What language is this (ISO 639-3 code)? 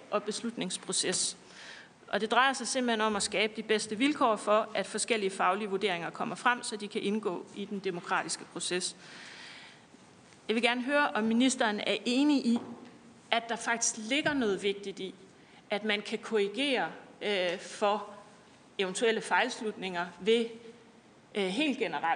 dan